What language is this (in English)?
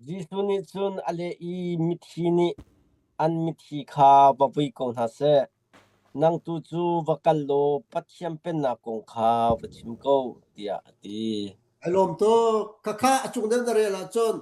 Hakha Chin